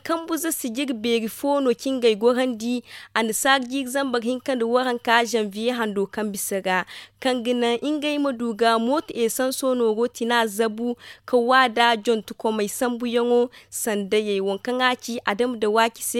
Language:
Zarma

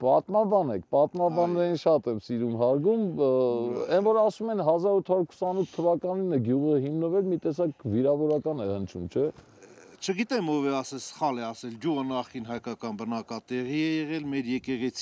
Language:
Armenian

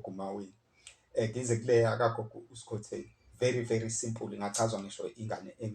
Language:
Zulu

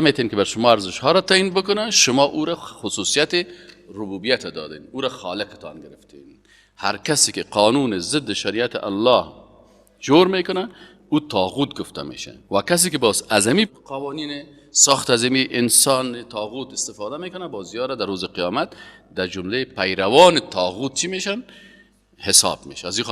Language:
Persian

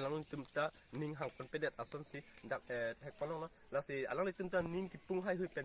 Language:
Karbi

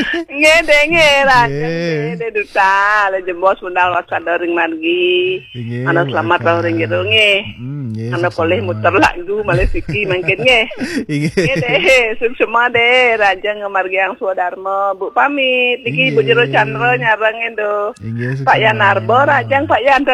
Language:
Balinese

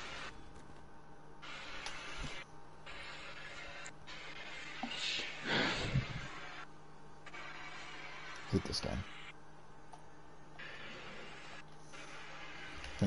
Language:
English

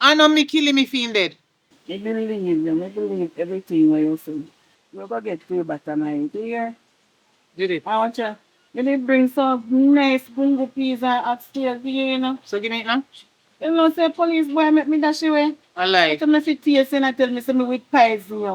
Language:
Jamaican Creole English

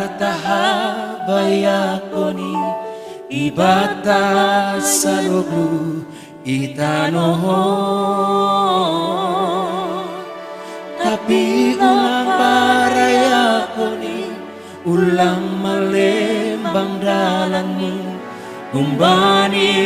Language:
Batak Simalungun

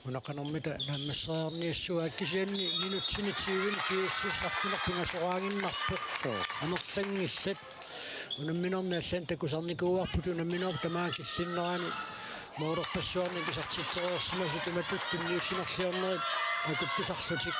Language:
Kalaallisut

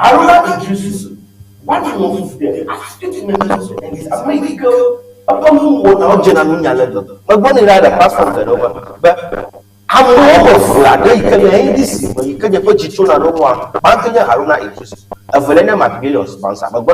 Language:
Ewe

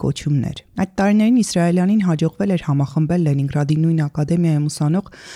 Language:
Armenian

